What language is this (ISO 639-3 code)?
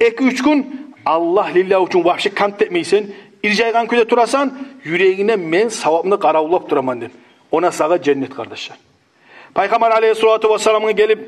kum